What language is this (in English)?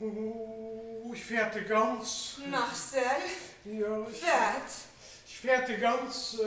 Luxembourgish